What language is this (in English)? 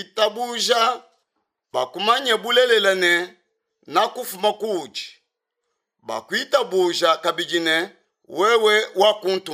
Luba-Lulua